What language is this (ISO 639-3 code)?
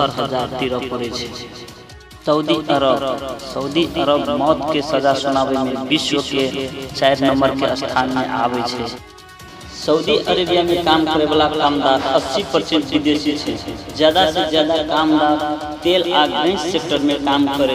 mai